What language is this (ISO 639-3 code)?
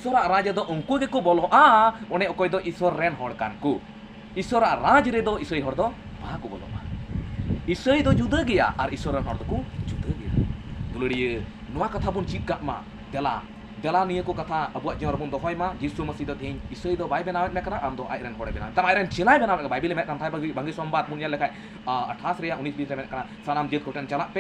sat